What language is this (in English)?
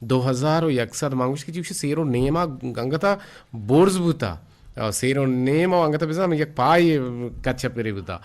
Eastern Balochi